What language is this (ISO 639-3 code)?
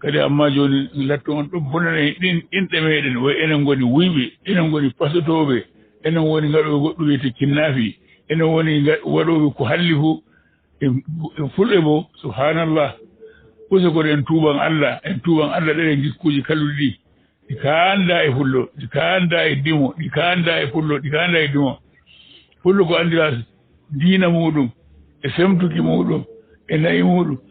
ful